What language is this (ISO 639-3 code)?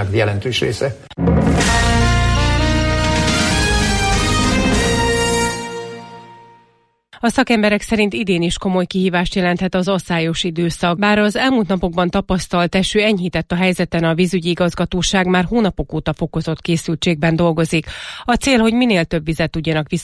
hun